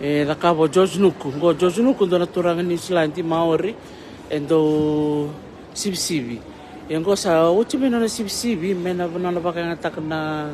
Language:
Fijian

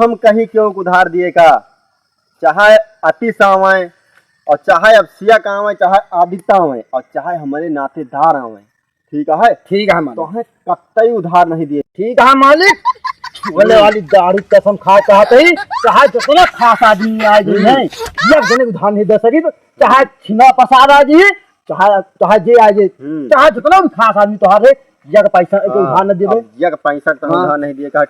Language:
Awadhi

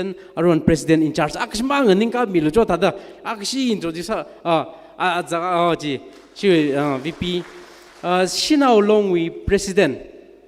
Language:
Tangkhul Naga (India)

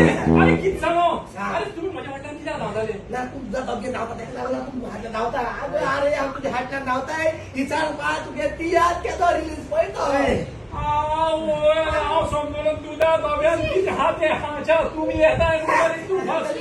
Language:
Konkani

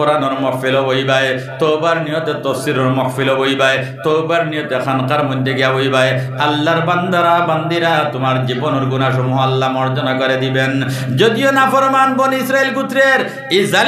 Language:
Sylheti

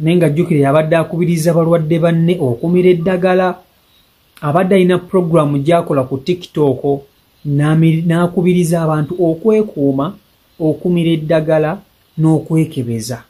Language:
Ganda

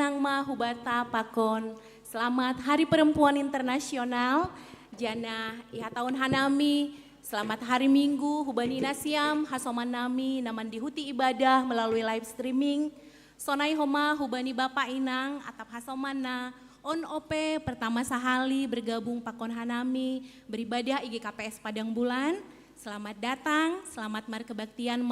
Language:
Batak Simalungun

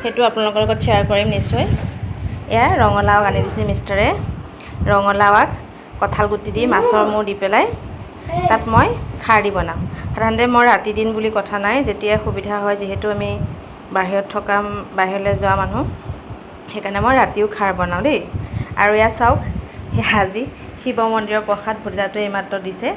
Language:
Assamese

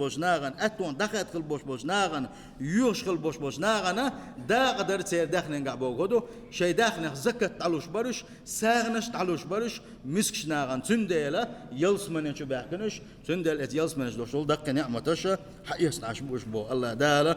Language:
Chechen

